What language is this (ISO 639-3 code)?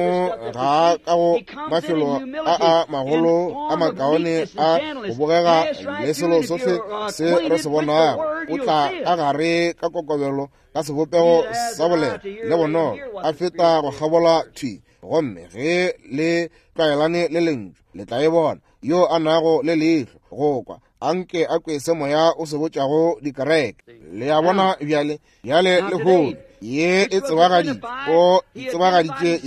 nso